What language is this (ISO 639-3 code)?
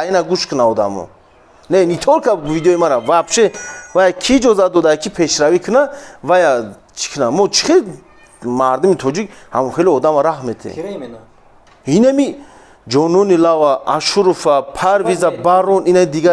tgk